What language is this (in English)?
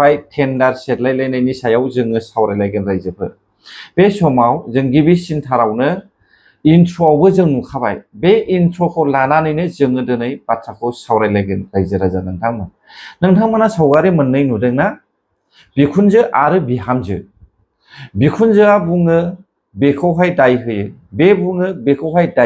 Bodo